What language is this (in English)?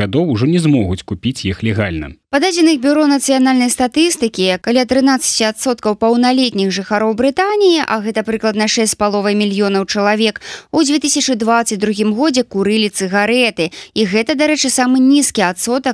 Belarusian